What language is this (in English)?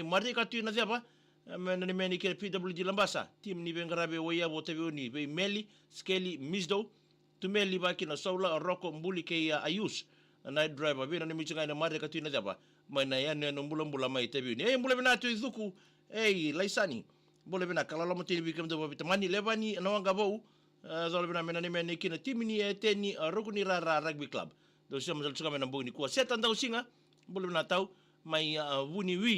Fijian